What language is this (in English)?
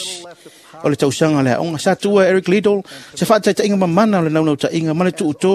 Samoan